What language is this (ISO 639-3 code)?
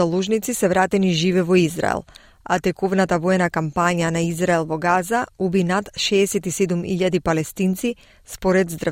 mkd